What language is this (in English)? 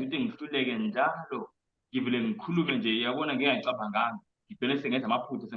Zulu